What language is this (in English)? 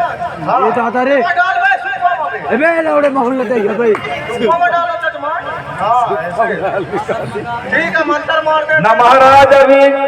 Chhattisgarhi